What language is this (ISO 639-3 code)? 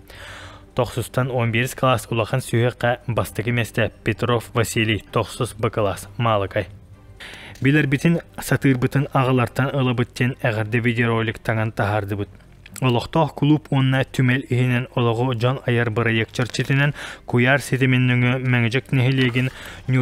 sah